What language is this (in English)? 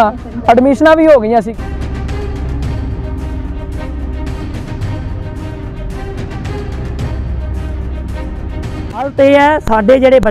Punjabi